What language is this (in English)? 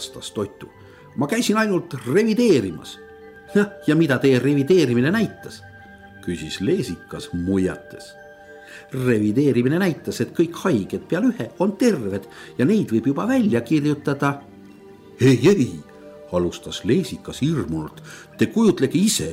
Estonian